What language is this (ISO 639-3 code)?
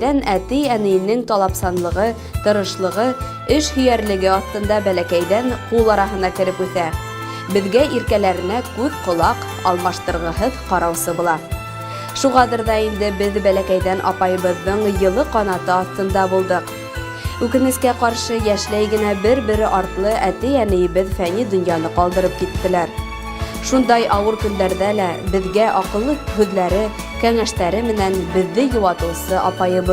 bak